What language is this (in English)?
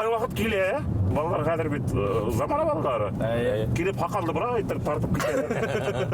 Bashkir